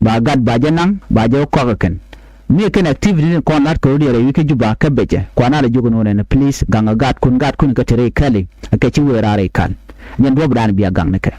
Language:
Nuer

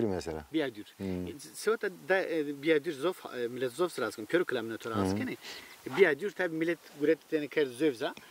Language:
Zaza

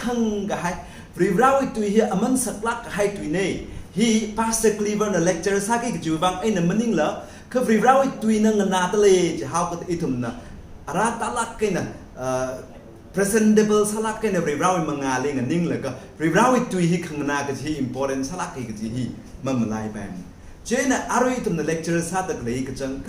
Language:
Tangkhul Naga (India)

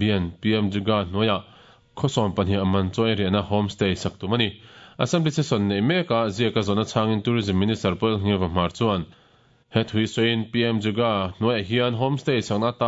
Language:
Mizo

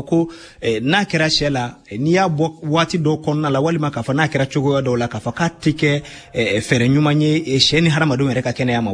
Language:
Bambara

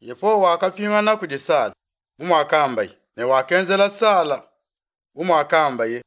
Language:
Luba-Lulua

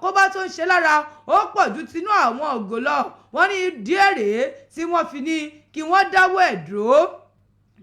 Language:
Yoruba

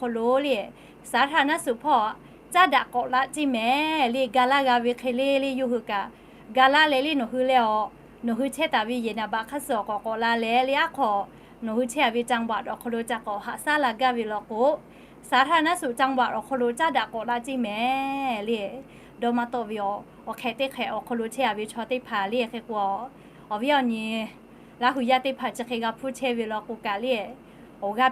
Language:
Lahu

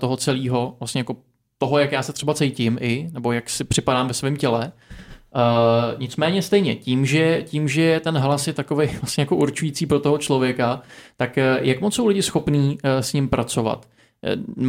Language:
Czech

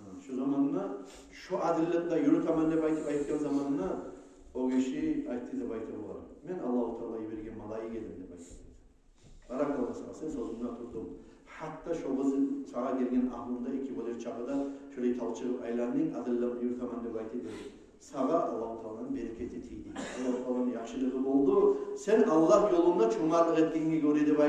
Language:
Kumyk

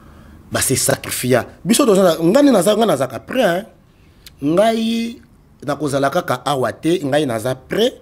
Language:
Lingala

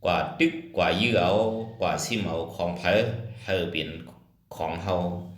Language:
Shan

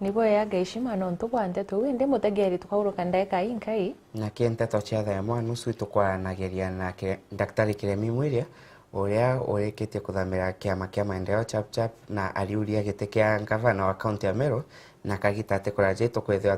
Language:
Meru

